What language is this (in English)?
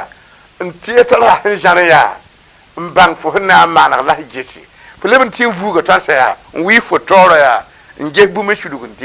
Mossi